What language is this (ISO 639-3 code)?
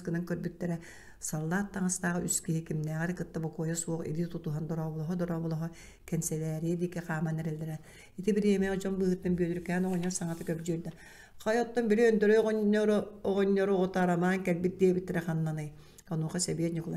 sah